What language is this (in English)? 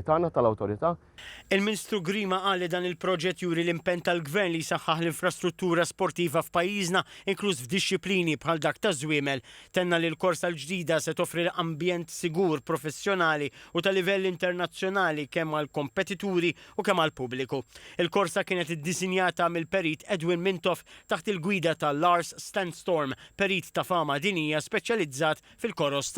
Maltese